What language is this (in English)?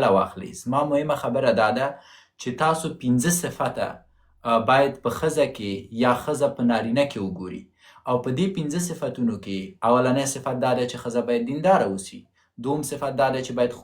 Pashto